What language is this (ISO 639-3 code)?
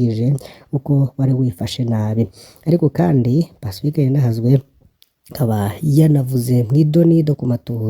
run